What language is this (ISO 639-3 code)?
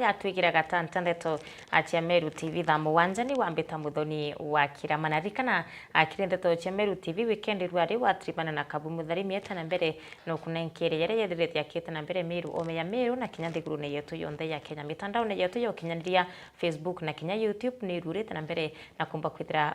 mer